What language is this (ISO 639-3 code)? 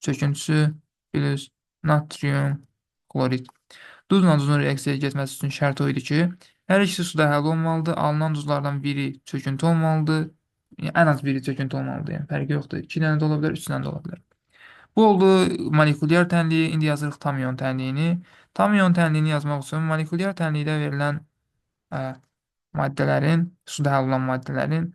aze